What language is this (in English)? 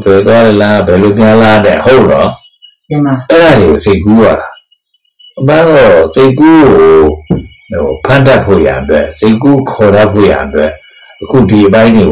Burmese